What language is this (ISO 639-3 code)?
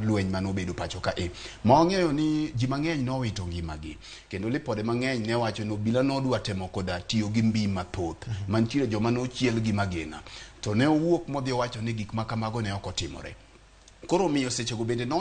luo